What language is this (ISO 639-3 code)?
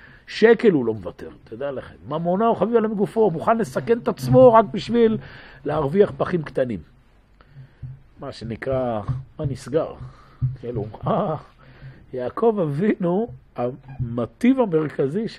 heb